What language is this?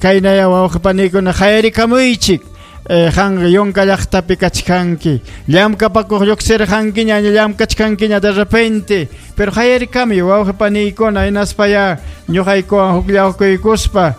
Ayacucho Quechua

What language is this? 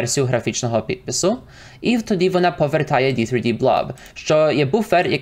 Ukrainian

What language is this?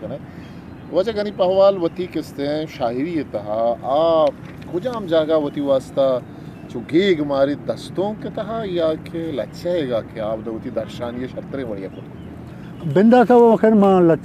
Eastern Balochi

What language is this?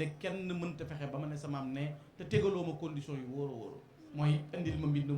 Wolof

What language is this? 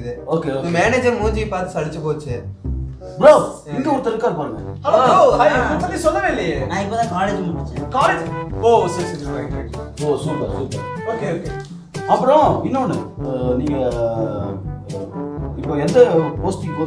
Tamil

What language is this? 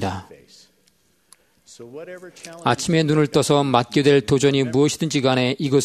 Korean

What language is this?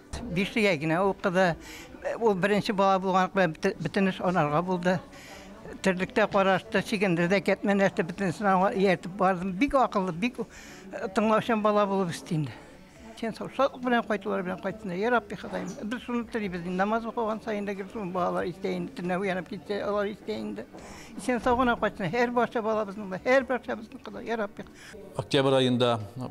Tatar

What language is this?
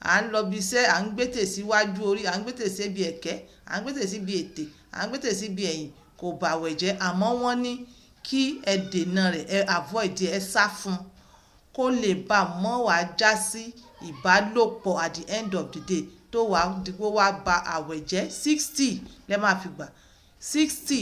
Yoruba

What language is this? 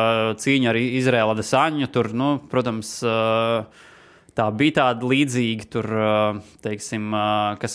Latvian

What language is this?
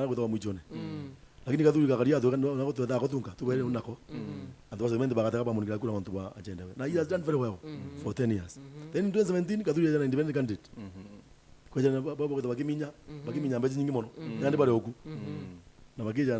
Meru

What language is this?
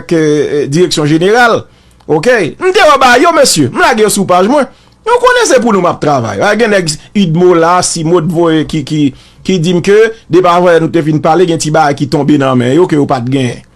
Haitian Creole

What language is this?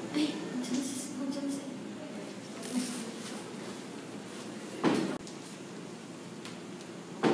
Filipino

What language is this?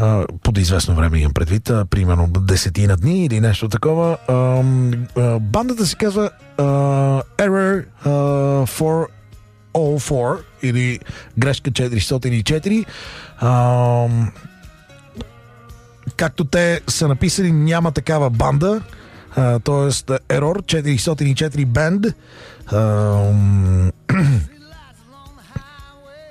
Bulgarian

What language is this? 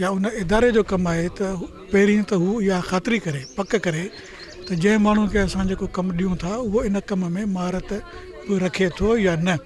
Sindhi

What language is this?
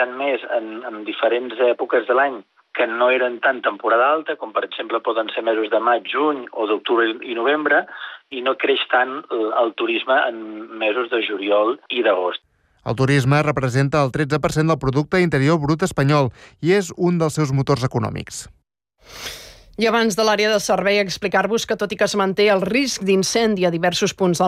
Catalan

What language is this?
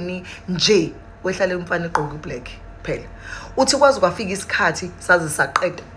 Zulu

